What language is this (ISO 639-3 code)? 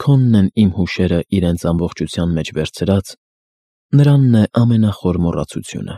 hye